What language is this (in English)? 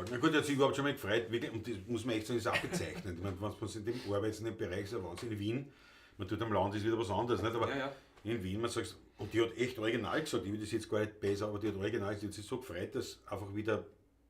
Bavarian